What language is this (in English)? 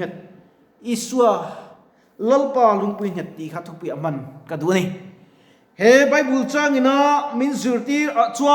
Mizo